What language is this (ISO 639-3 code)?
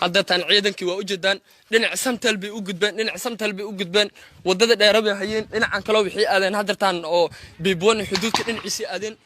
som